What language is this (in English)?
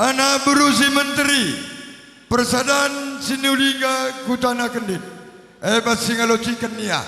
Batak Karo